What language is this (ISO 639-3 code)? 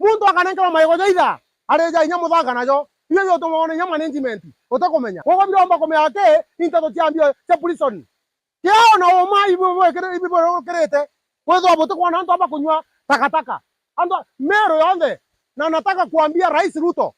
mer